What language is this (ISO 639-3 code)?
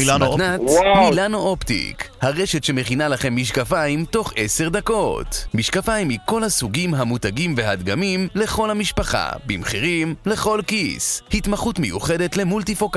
heb